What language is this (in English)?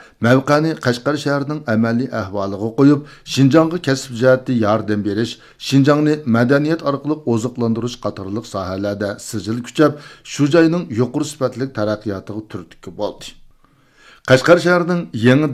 Uyghur